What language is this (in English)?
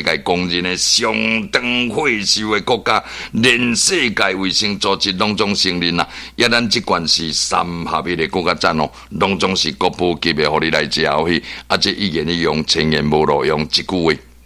Min Nan Chinese